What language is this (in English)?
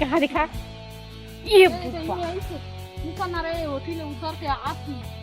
Chhattisgarhi